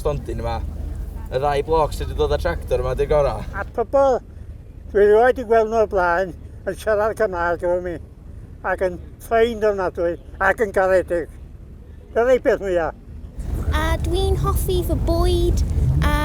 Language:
Welsh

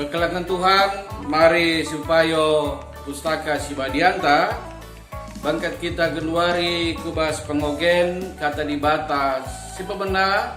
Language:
Batak Karo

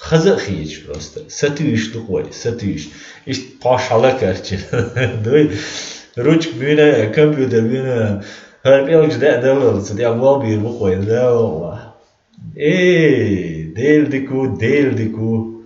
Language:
Chechen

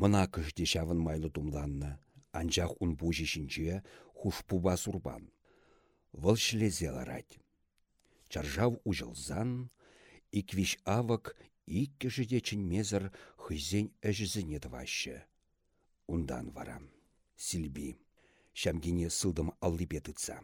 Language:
Chuvash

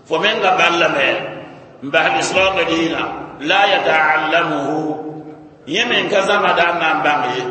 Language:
Mossi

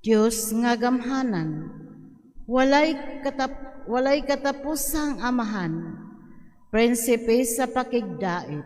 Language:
Cebuano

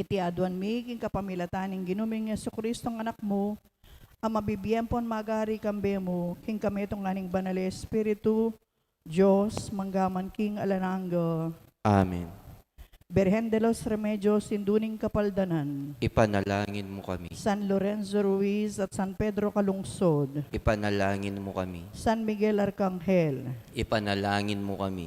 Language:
Pampanga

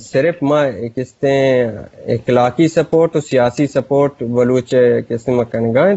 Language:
Eastern Balochi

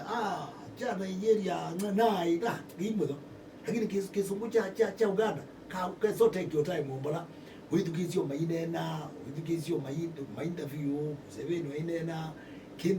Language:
Kamba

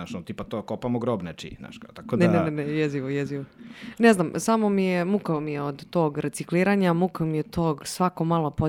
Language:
Serbian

